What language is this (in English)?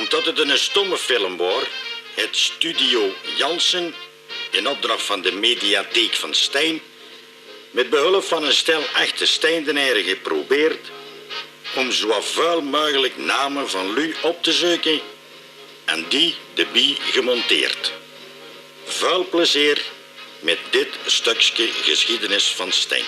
Limburgish